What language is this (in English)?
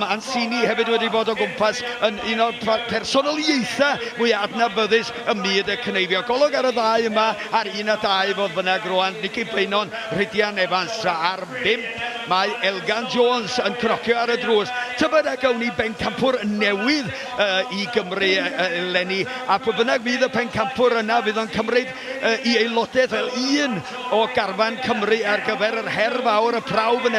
Welsh